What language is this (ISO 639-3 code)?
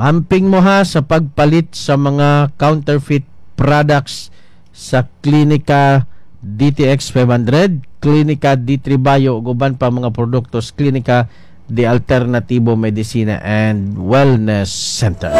ceb